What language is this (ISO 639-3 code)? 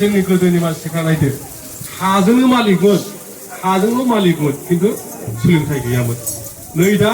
brx